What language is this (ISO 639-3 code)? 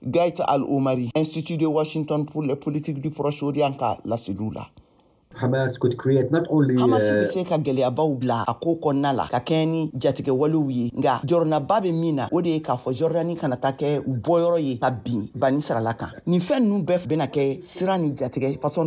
bam